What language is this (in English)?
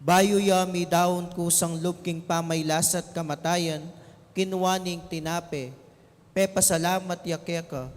Pampanga